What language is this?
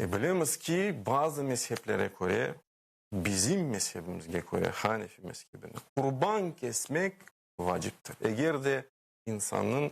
Crimean Tatar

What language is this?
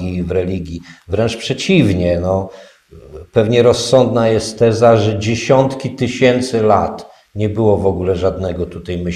Polish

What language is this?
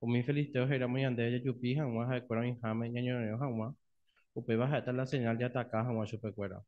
Guarani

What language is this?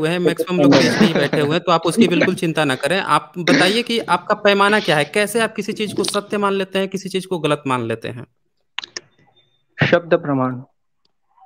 Hindi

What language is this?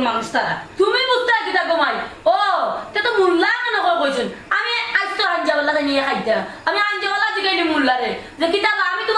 Sylheti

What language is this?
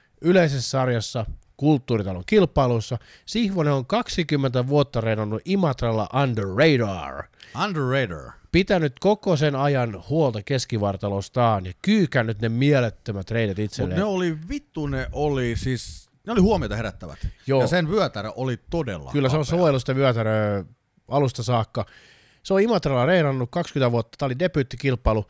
Finnish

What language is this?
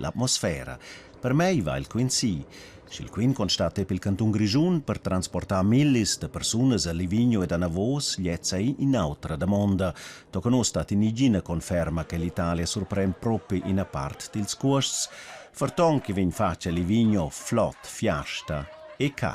Romansh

